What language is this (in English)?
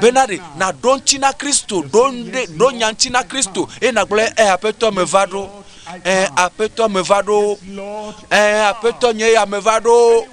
Ewe